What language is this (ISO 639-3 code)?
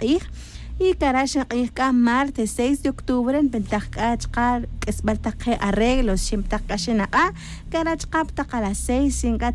tzj